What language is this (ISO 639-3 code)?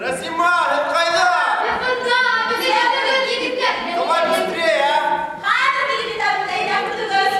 bak